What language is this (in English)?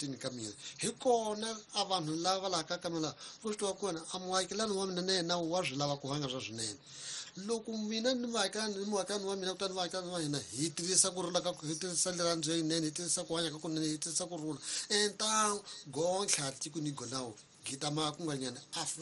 Tsonga